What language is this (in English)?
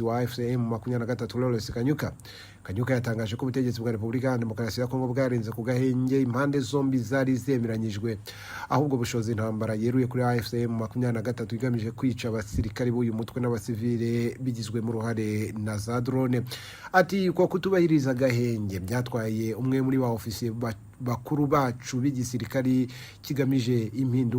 Kinyarwanda